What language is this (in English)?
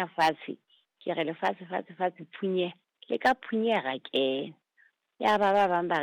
Southern Sotho